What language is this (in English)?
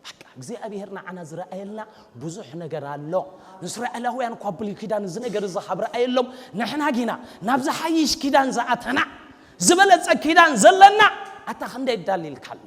Tigrinya